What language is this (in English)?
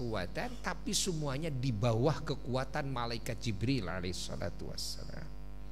Indonesian